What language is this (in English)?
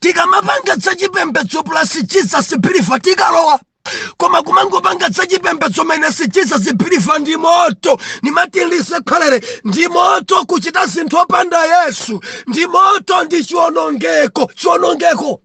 Nyanja